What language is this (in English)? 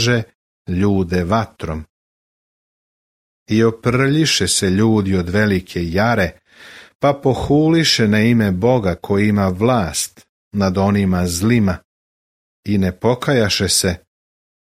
Serbian